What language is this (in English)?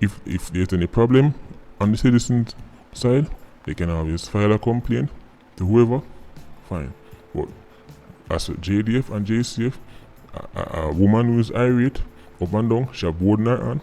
Jamaican Creole English